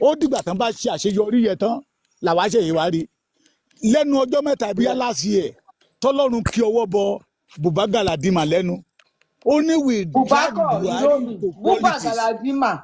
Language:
Yoruba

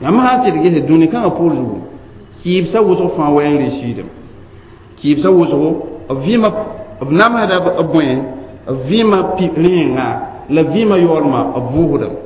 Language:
Mossi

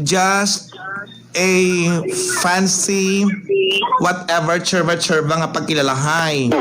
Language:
Hiligaynon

